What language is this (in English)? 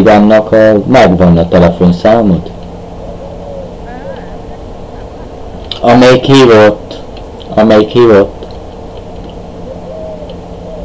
Hungarian